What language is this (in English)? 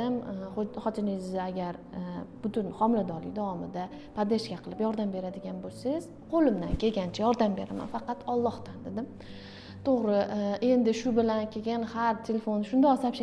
Uzbek